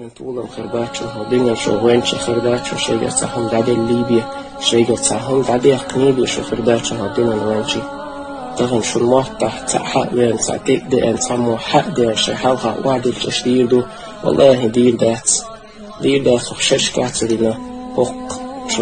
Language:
Chechen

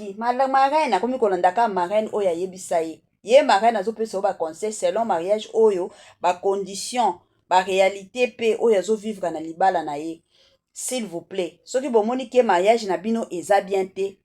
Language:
Lingala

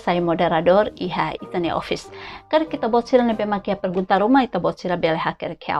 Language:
Tetum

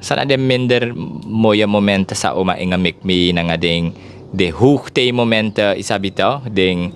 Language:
Sranan Tongo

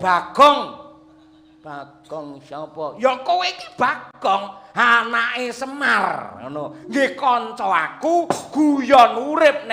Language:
Javanese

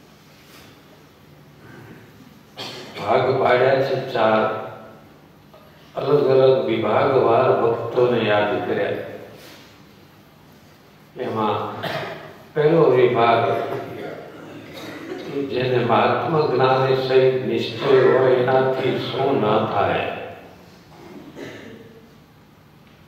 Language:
Gujarati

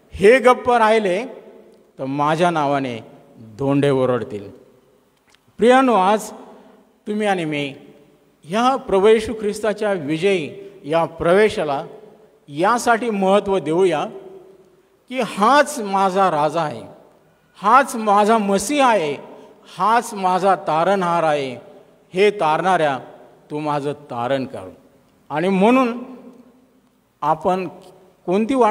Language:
Marathi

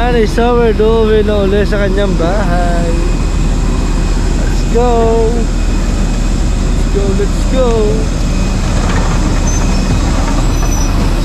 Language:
Filipino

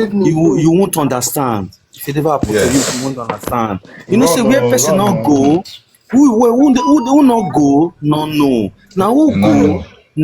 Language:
Nigerian Pidgin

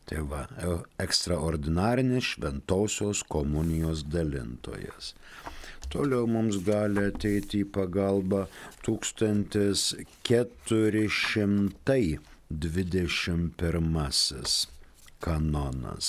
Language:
Lithuanian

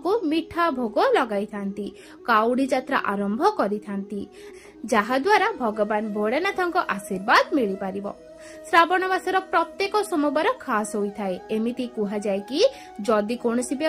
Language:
Odia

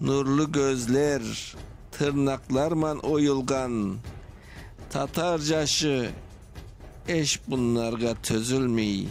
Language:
Crimean Tatar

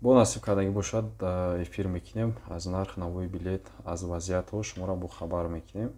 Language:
Tajik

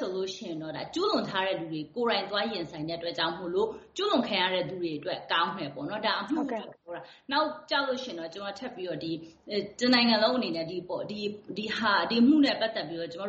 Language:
Burmese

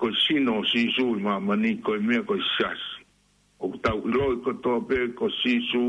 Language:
Tongan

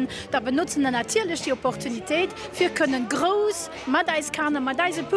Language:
Luxembourgish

